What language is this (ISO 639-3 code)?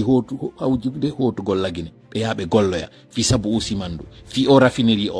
ful